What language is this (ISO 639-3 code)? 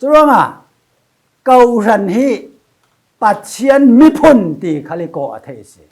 cfm